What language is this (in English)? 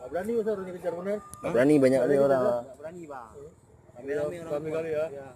Achinese